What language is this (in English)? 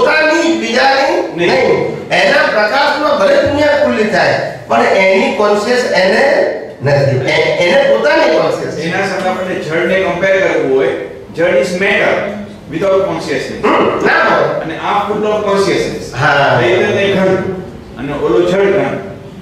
Gujarati